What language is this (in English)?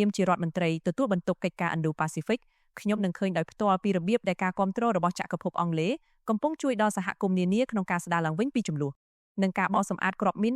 Khmer